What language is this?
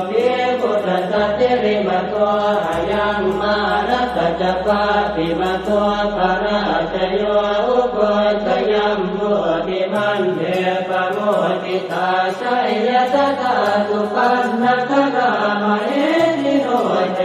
Pali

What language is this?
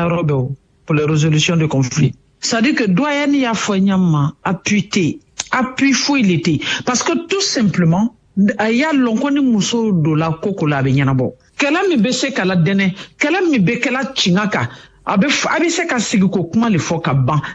Bambara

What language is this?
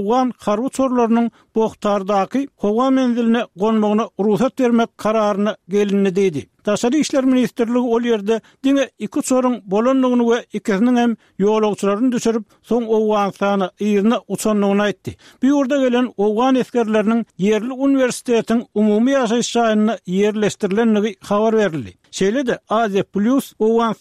Turkmen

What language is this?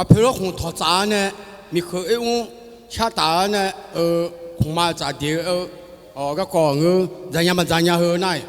Akha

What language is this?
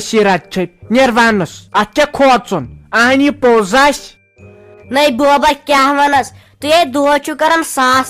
Kashmiri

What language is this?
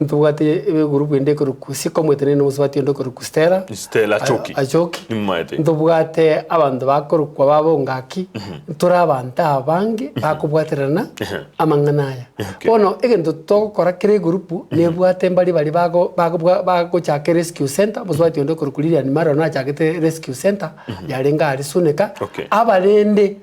Gusii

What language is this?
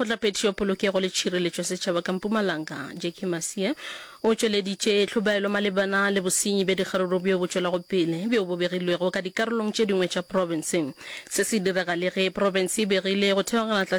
Northern Sotho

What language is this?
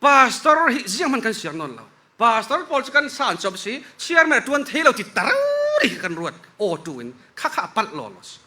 Falam Chin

